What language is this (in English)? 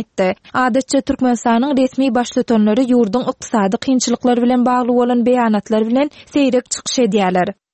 Turkmen